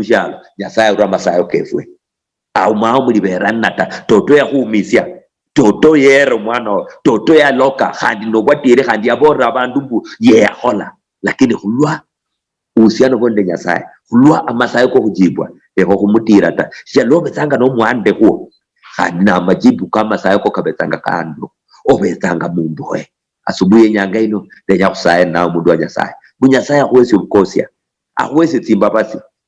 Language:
Luyia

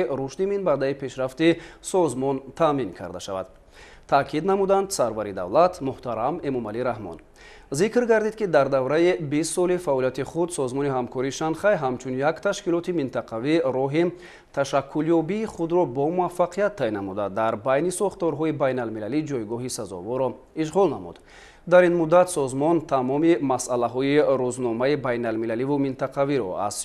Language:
Tajik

